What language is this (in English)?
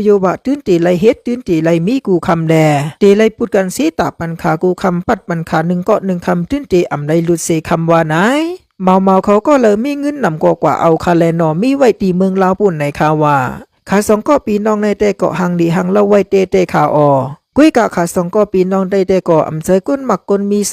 Shan